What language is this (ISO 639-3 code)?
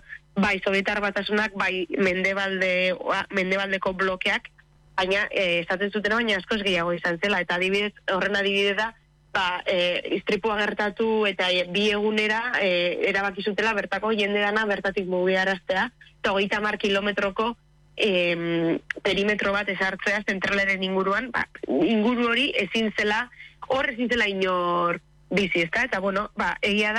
eus